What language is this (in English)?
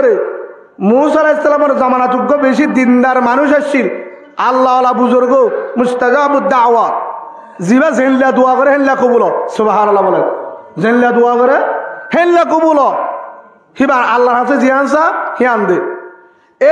Rohingya